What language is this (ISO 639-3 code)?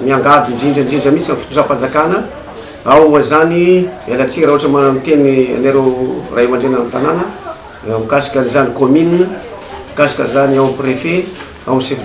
mlg